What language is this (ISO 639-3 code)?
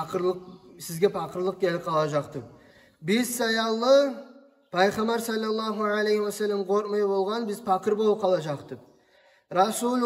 kum